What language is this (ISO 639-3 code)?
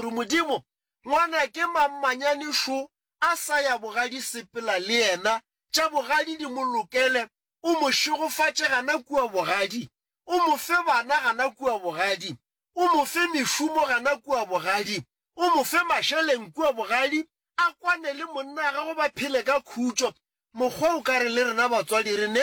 nso